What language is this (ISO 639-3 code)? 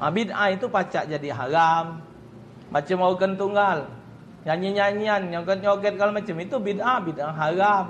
mui